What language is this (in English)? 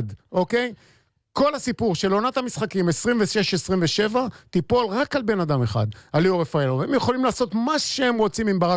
Hebrew